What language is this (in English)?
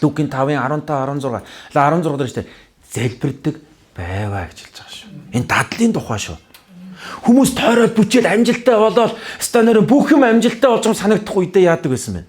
Mongolian